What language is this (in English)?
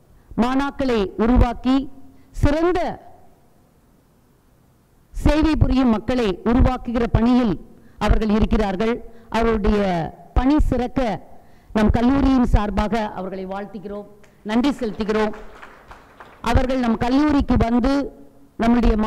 Tamil